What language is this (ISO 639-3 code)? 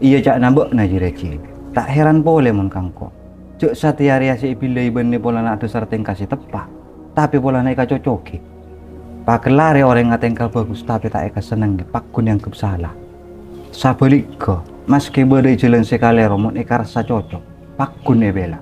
mad